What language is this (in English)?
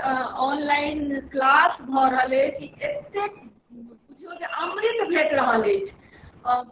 Maithili